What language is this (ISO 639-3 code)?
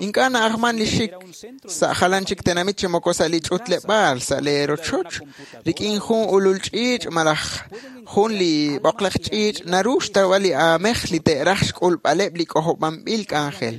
kek